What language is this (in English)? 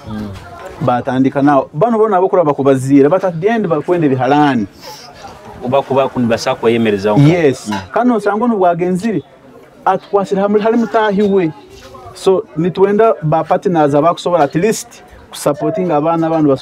Nyoro